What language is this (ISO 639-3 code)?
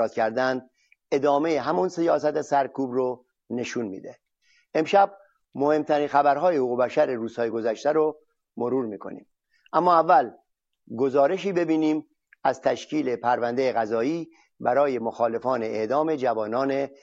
fas